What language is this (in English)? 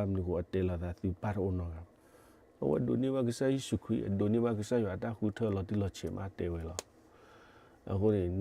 S'gaw Karen